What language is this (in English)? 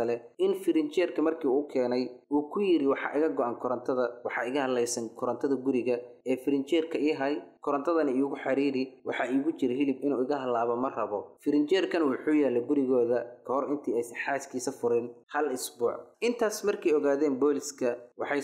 Somali